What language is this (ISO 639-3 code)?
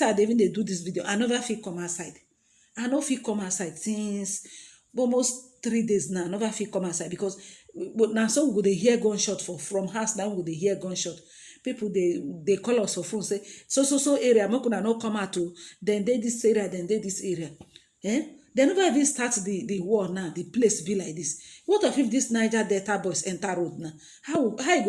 pcm